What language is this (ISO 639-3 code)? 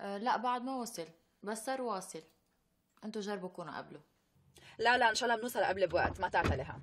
apc